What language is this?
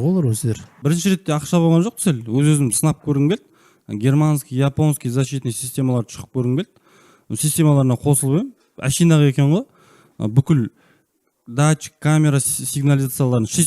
Kazakh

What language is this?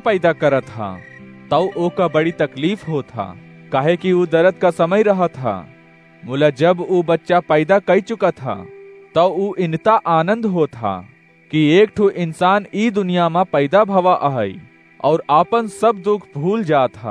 Awadhi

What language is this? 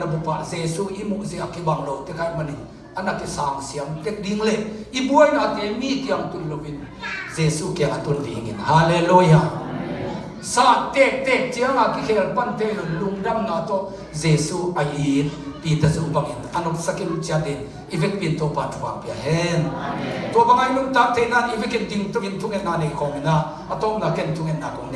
Tedim Chin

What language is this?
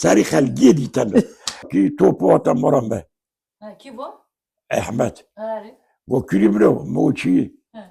Kurdish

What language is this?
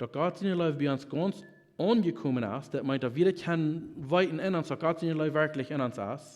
Plautdietsch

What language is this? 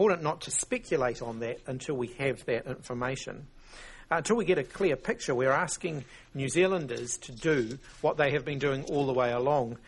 Macedonian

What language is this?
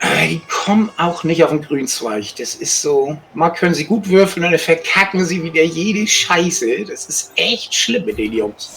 Swiss German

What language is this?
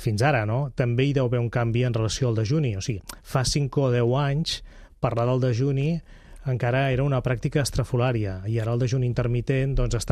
Catalan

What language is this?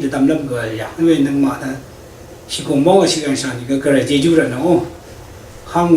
Rawang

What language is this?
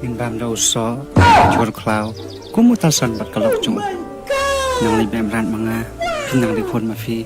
Khasi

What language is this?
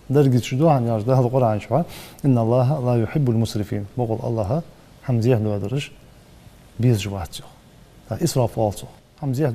Ingush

